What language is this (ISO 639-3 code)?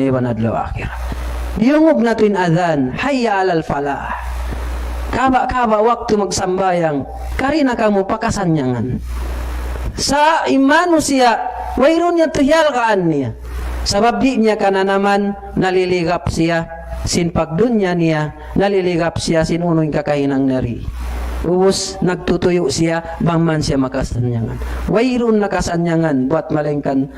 tsg